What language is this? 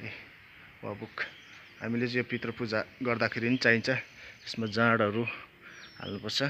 Nepali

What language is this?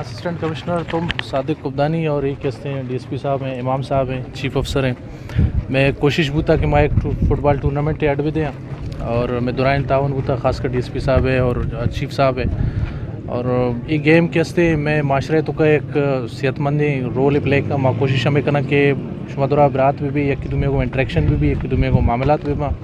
Eastern Balochi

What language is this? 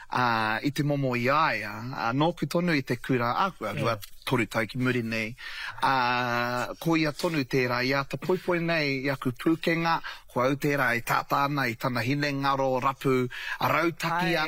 Māori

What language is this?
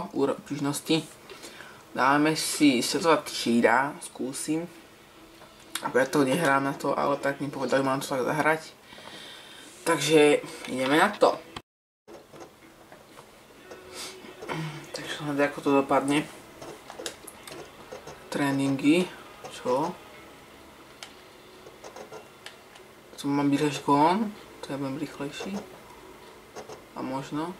Slovak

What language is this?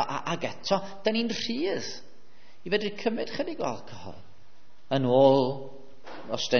Welsh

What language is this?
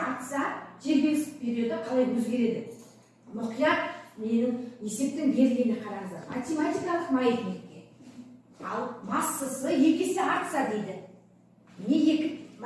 Kazakh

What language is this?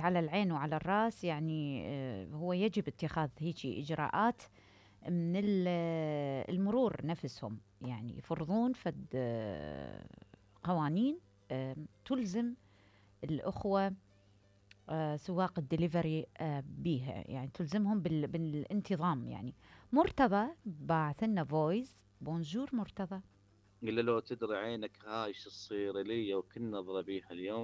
Mesopotamian Arabic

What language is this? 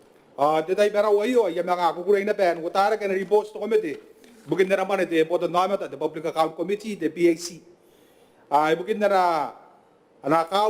Gilbertese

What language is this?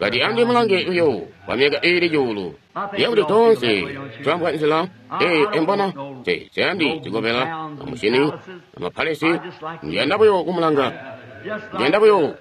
Tonga (Zambia)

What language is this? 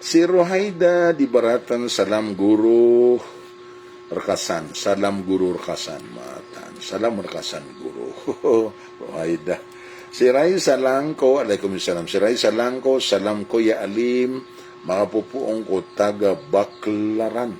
Maranao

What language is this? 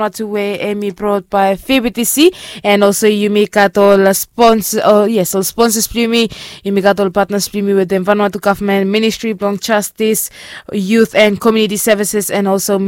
Bislama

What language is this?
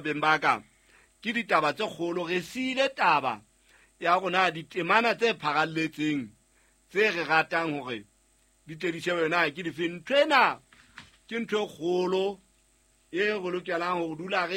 Southern Sotho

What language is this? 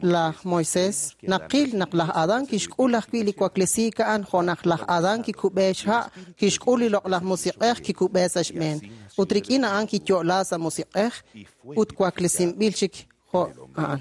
Kekchí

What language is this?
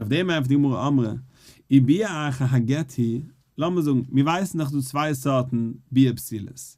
Yiddish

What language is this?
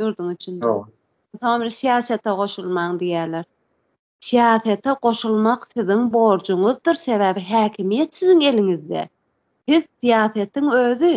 Turkmen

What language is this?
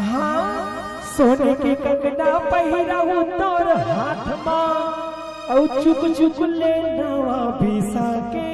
Chhattisgarhi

